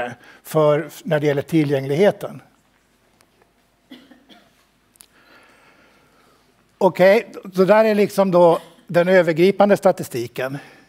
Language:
Swedish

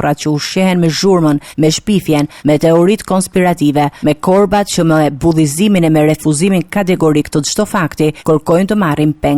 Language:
Albanian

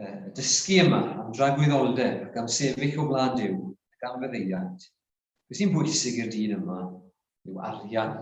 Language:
Welsh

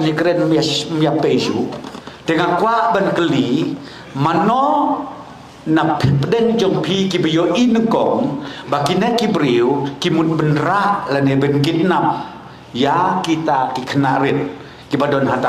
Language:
Khasi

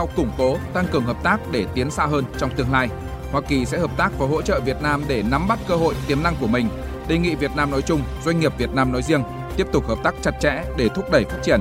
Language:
Vietnamese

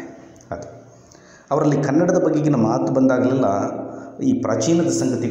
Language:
Kannada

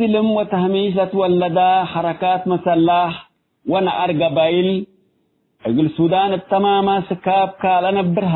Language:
Tigre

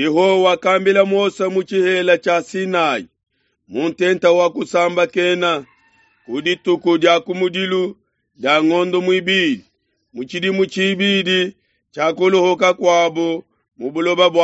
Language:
Luba-Lulua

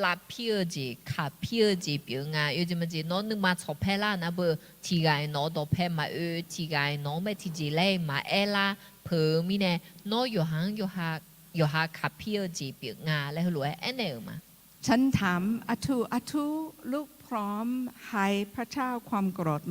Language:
Akha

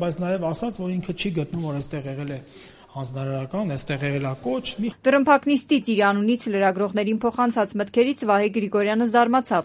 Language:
Armenian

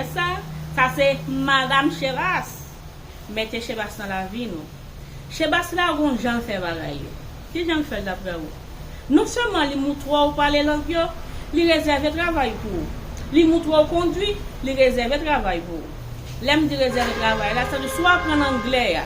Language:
Haitian Creole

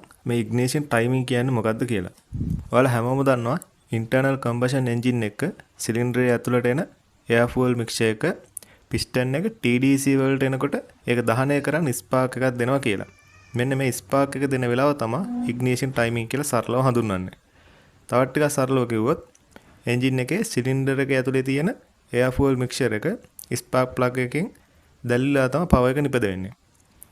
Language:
Sinhala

